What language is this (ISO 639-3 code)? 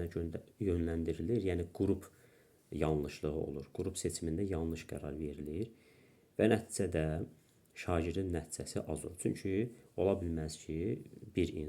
aze